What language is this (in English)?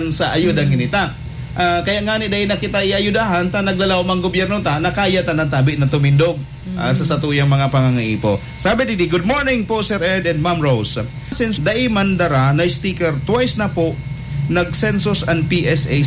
Bikol